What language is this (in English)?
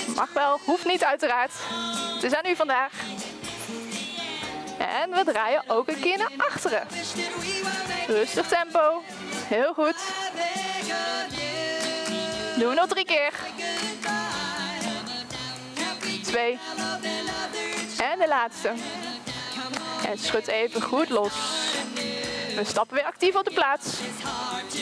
Dutch